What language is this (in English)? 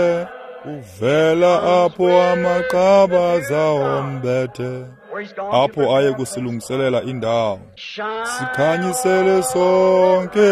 Xhosa